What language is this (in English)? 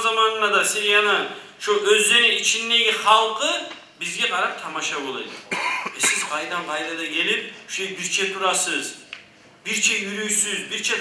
Kumyk